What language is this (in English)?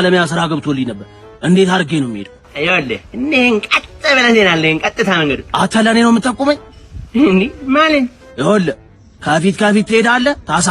Amharic